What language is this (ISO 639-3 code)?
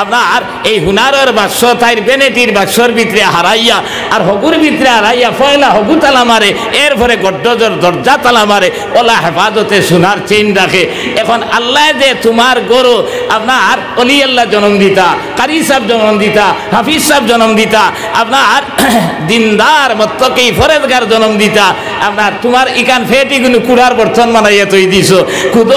syl